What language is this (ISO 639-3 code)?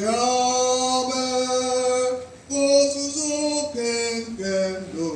ibo